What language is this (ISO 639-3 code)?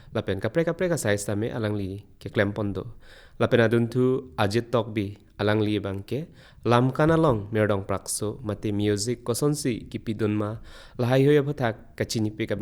mjw